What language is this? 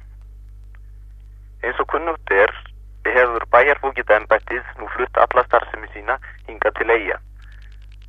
Icelandic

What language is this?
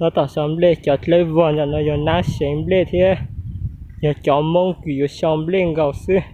Hmong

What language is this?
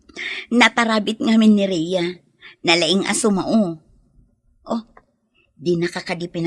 Iloko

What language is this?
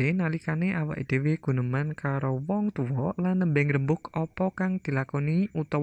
Javanese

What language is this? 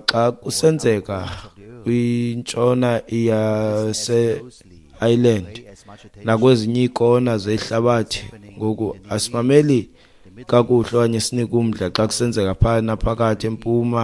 Xhosa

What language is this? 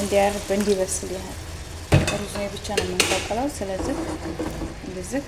Amharic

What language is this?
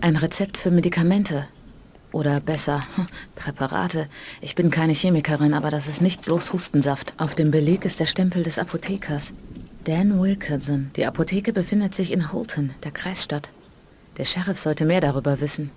Bavarian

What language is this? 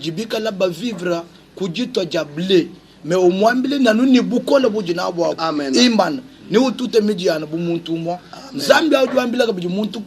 Luba-Lulua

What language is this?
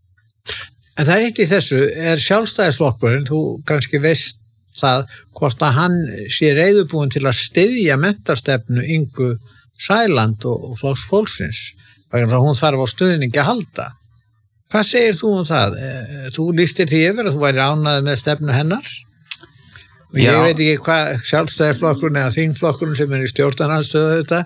Icelandic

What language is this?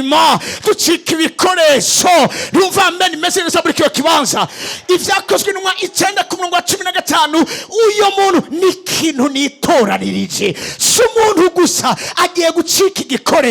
Rundi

